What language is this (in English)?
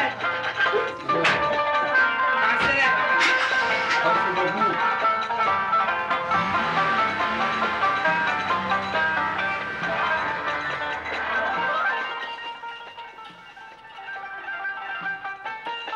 Egyptian Arabic